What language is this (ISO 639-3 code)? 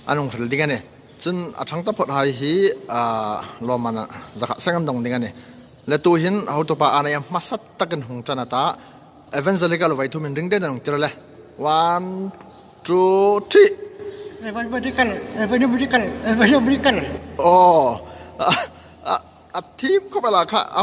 hmr